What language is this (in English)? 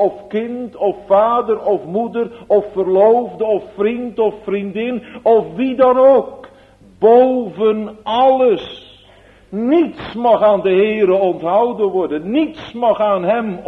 Dutch